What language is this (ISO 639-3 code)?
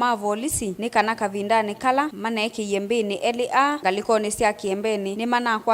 kam